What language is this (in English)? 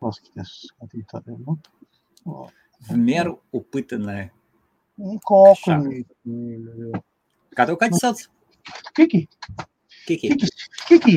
Latvian